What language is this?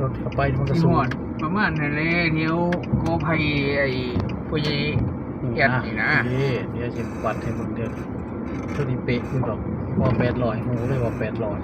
Northeastern Thai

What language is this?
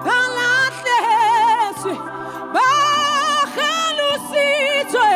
Southern Sotho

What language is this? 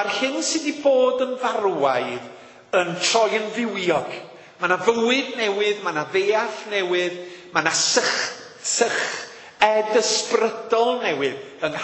Welsh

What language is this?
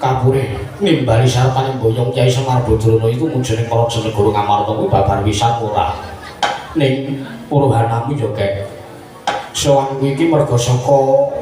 Javanese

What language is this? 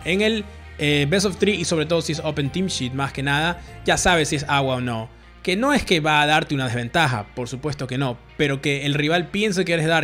Spanish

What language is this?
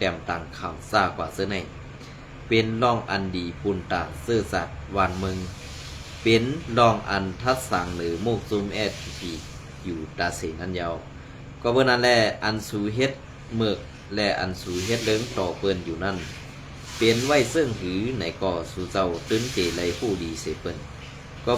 Shan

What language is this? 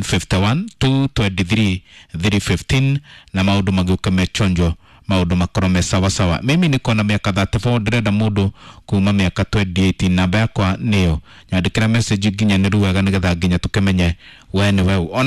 Kikuyu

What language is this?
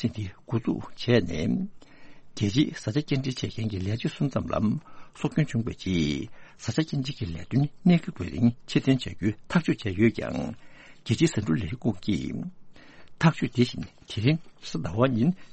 Tibetan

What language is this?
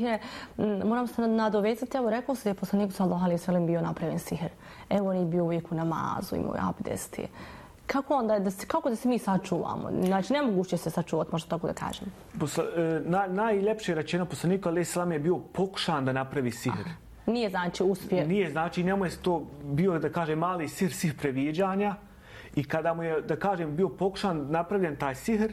Bosnian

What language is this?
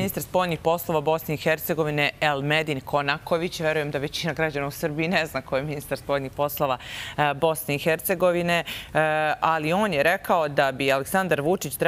Serbian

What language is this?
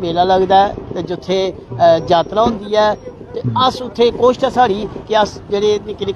Dogri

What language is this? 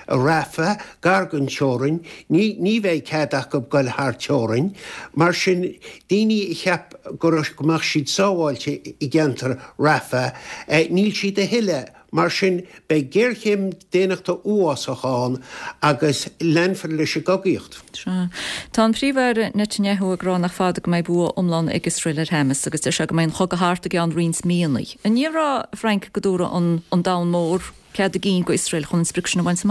Irish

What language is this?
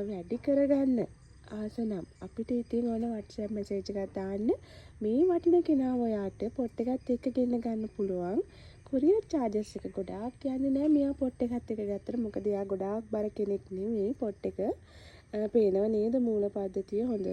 Sinhala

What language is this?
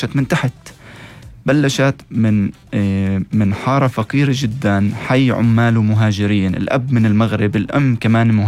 North Levantine Arabic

